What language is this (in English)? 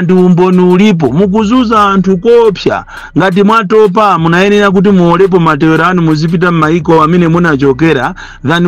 Nyanja